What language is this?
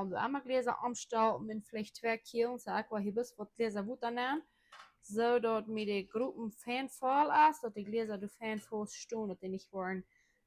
Plautdietsch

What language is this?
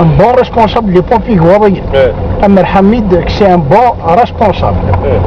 Kabyle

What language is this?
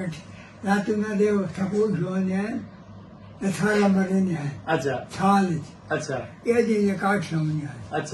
Saraiki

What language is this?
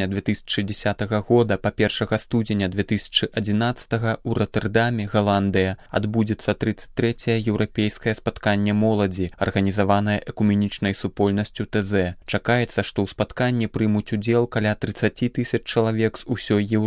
Belarusian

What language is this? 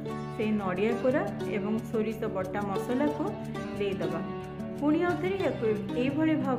Odia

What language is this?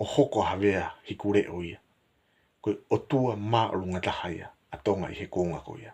Tongan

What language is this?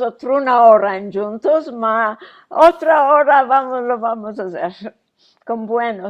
Ladino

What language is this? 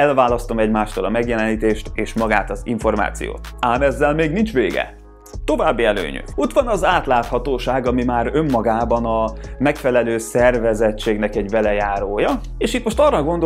Hungarian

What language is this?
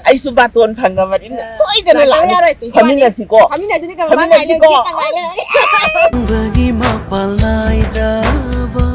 Manipuri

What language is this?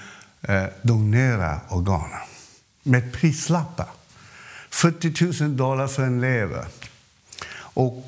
Swedish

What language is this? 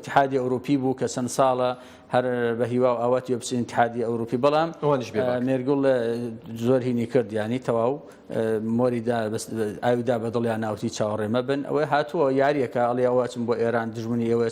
Central Kurdish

